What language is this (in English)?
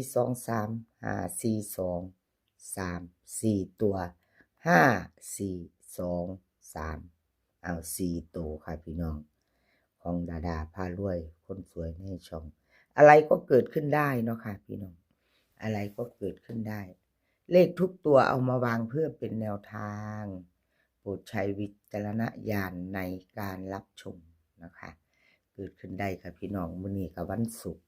Northeastern Thai